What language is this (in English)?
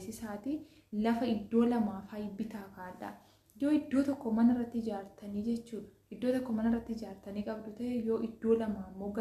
Oromo